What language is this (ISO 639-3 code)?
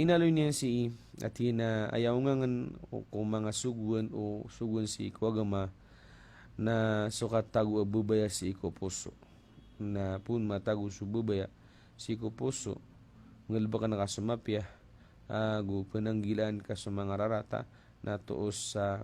mrw